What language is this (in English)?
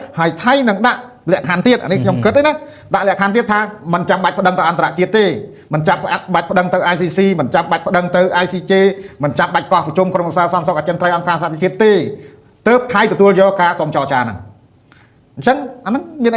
Khmer